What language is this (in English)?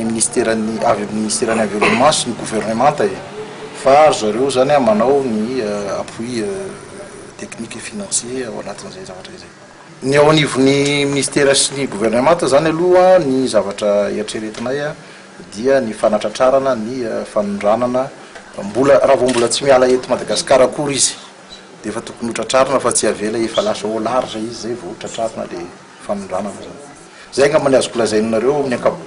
Malagasy